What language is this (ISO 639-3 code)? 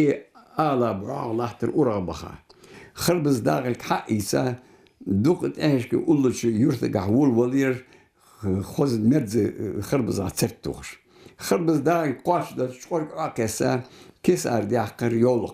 inh